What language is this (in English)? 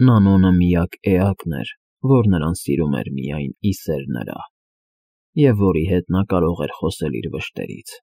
Armenian